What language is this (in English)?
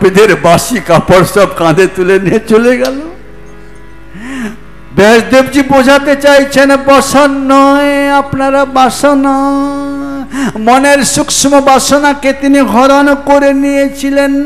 Bangla